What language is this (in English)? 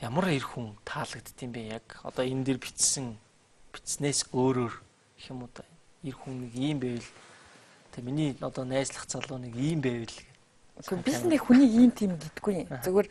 Mongolian